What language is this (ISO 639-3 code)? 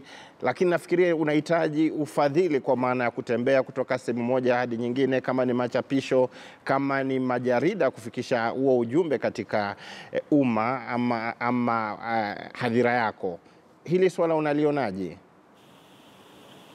swa